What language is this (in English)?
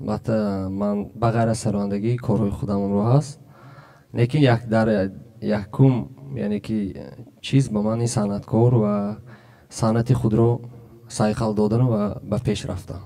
Tajik